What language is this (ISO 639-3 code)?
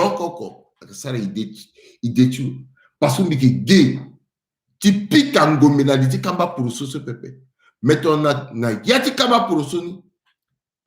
sag